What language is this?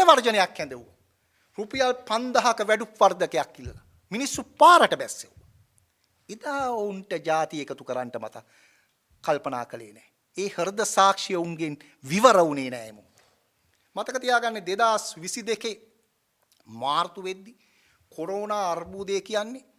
Sinhala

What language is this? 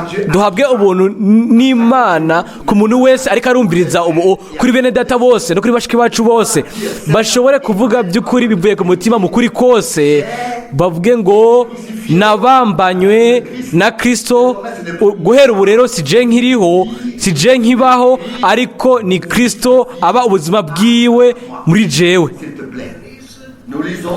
Rundi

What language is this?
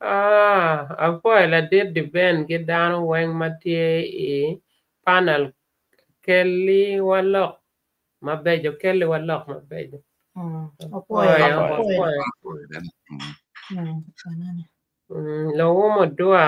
Acoli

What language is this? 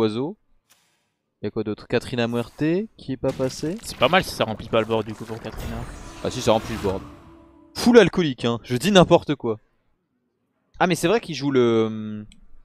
French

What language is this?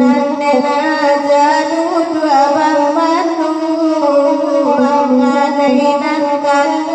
Minangkabau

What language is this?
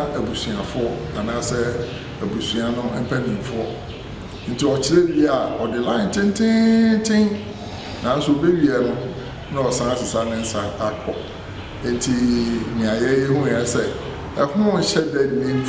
Akan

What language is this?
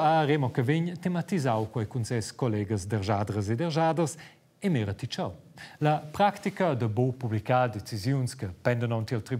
Romansh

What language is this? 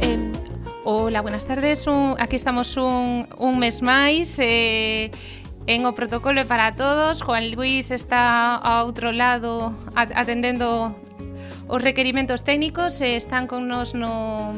Galician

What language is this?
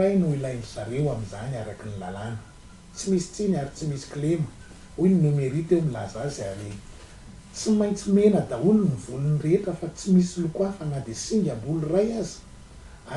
Malagasy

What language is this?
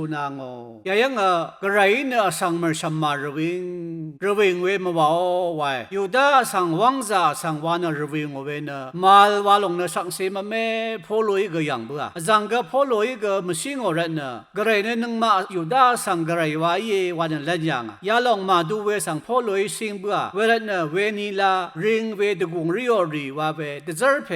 Rawang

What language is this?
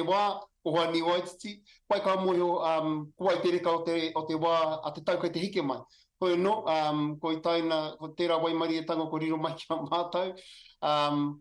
Māori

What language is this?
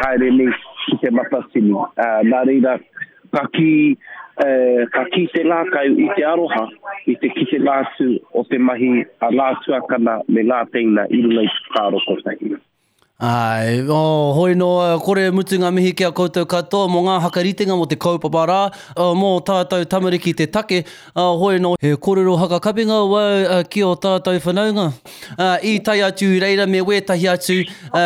Māori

